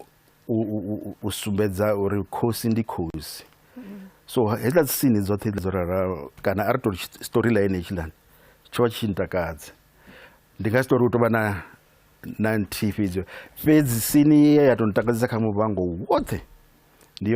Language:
Venda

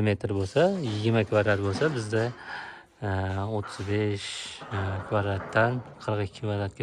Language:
Uzbek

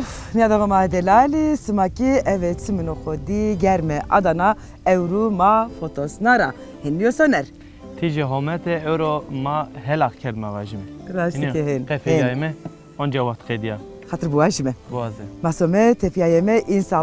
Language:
Zaza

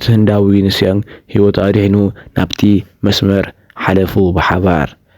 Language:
Tigrinya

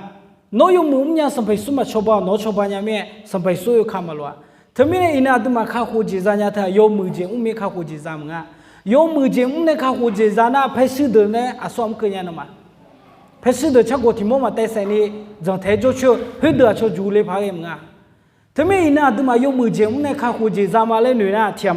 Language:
Akha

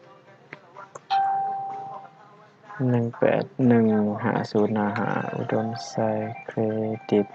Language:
Lao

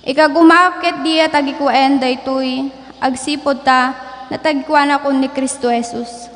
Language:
Iloko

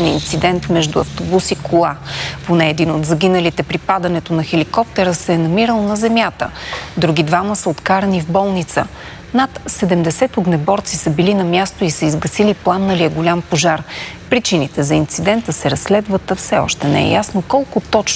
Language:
Bulgarian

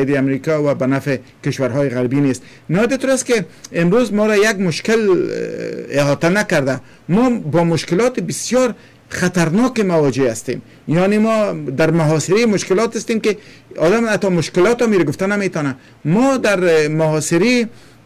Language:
Persian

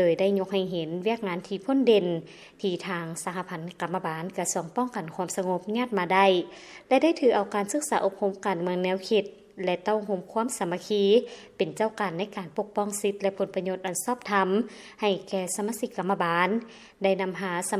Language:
Lao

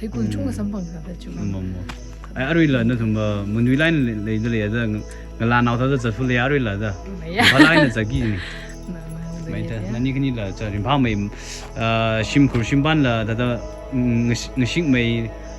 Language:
Tangkhul Naga (India)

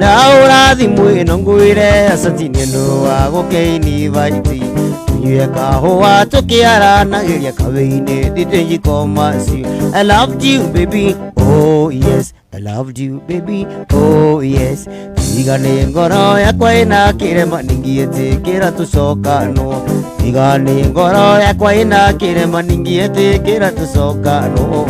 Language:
Kikuyu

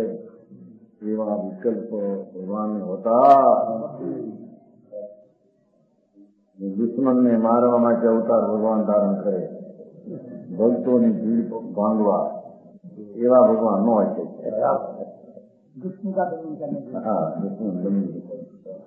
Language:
Gujarati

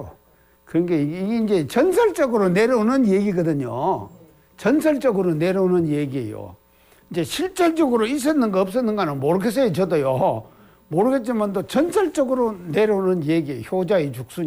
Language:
Korean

